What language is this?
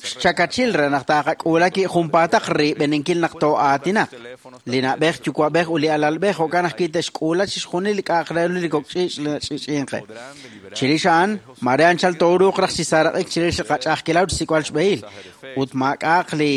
Kekchí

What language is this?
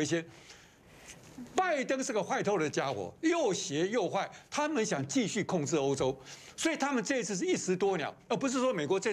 Chinese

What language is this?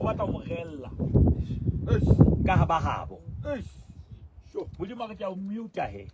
Southern Sotho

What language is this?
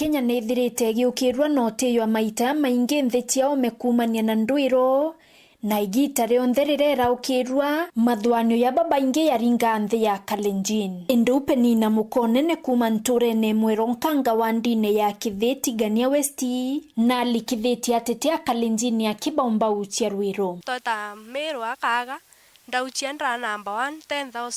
Meru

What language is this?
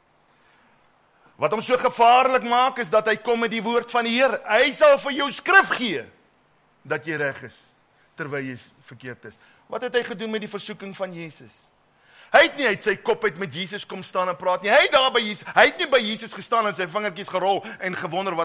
Afrikaans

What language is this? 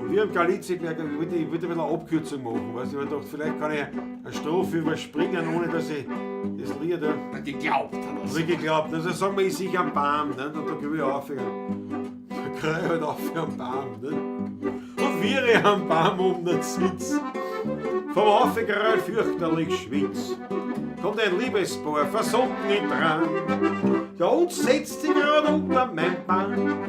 Bavarian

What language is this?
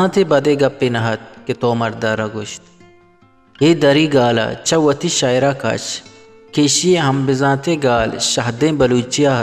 Baluchi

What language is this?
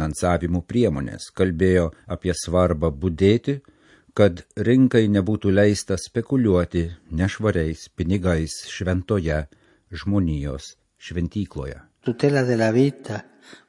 Lithuanian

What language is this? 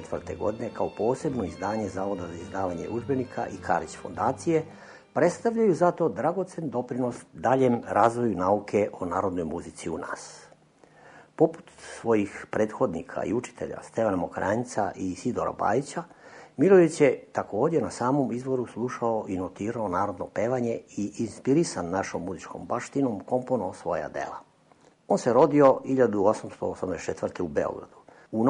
Serbian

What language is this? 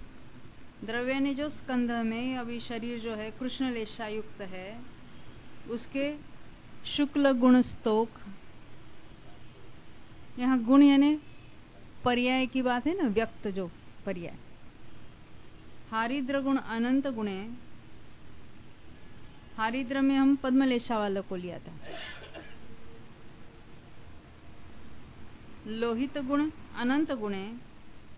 Hindi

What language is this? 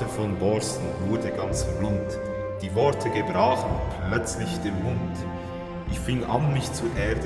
Swiss German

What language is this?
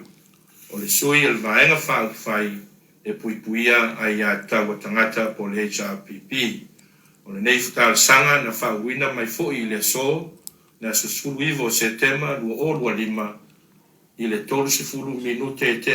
Samoan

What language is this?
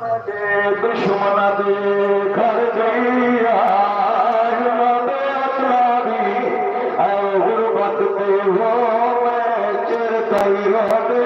Saraiki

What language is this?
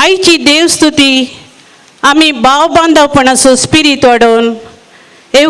Konkani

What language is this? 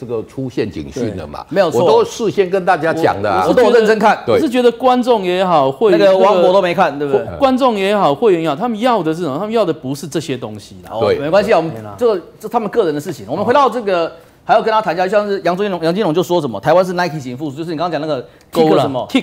Chinese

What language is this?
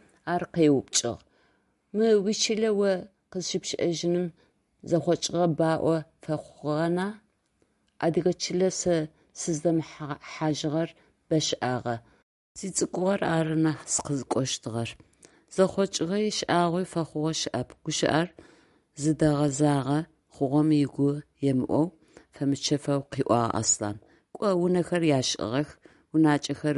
Adyghe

